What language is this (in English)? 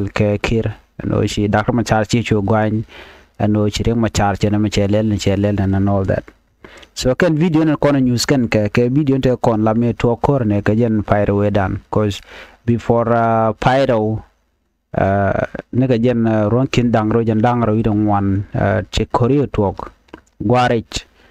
Nuer